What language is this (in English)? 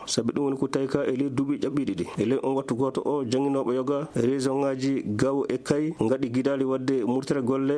Fula